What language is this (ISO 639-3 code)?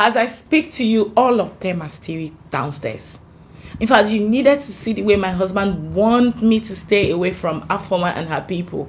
pcm